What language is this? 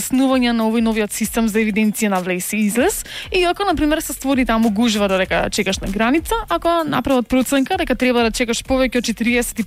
Macedonian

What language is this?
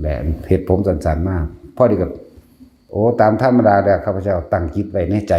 Northeastern Thai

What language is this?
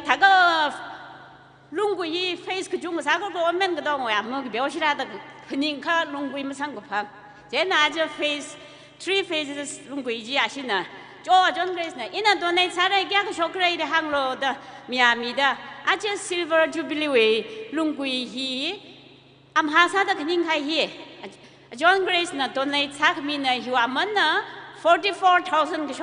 Tangkhul Naga (India)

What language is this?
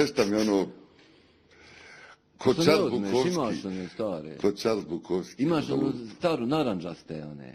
Bosnian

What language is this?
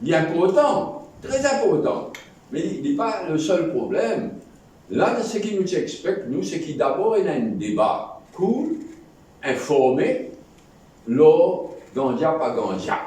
Morisyen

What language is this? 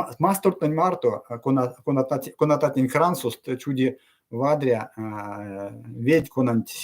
Erzya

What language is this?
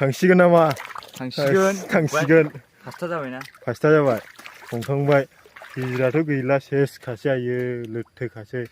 Bodo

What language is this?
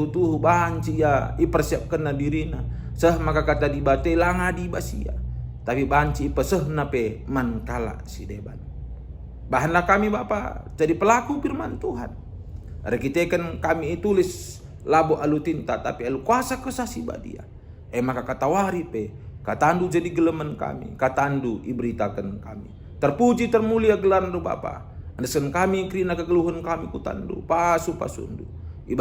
Batak Karo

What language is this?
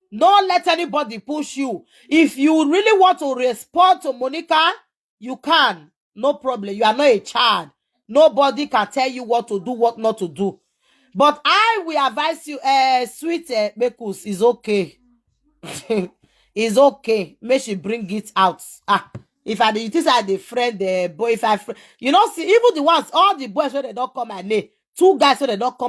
Nigerian Pidgin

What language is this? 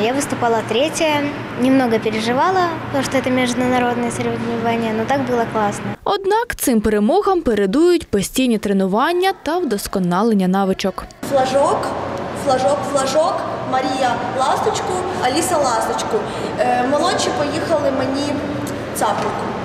Ukrainian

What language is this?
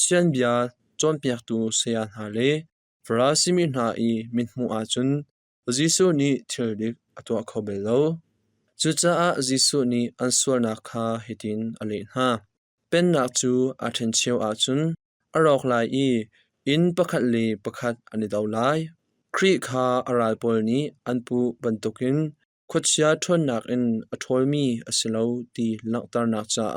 Hakha Chin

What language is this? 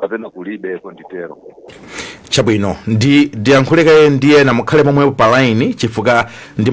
Nyanja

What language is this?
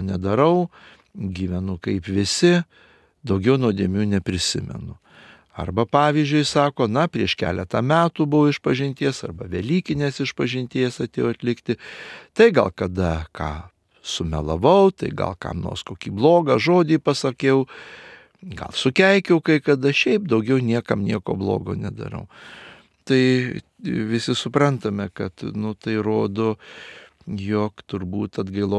Lithuanian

